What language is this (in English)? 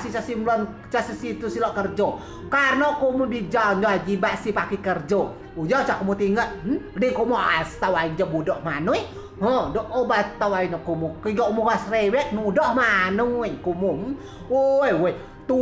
Rejang